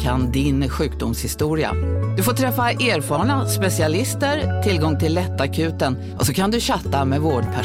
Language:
Swedish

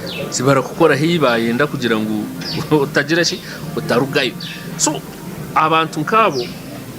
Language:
Nyankole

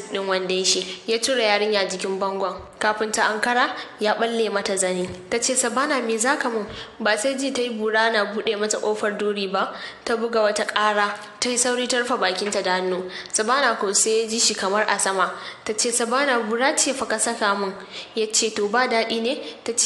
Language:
Hausa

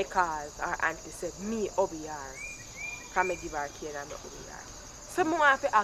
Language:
Jamaican Creole English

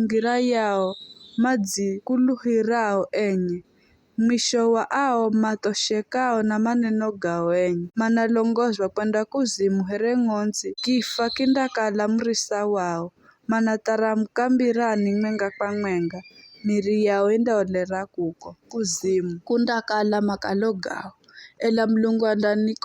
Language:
Giryama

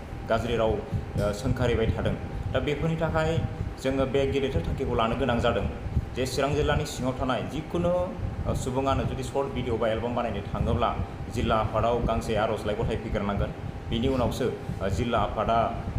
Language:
Bodo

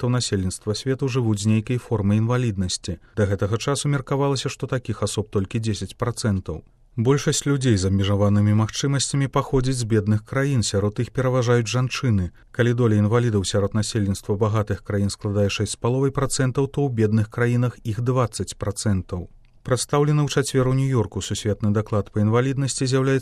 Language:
Belarusian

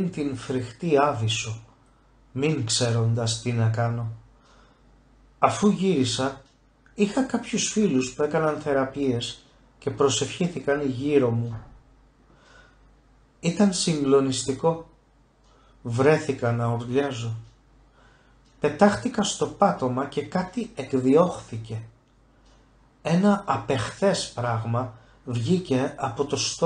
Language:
Greek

